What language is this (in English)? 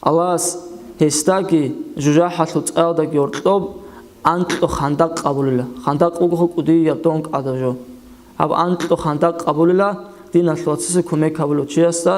Avaric